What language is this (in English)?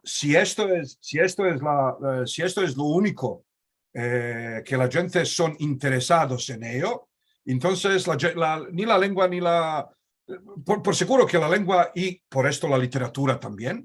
Ladino